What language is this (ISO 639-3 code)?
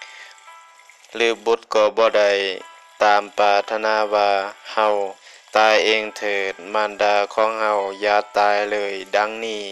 lao